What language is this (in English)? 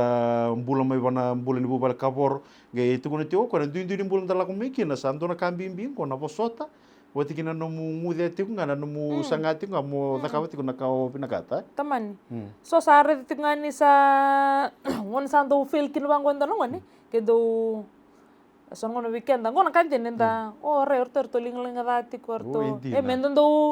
Fijian